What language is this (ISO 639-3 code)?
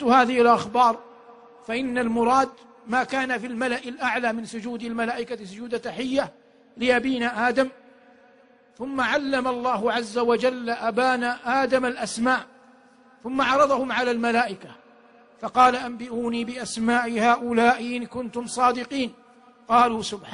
ara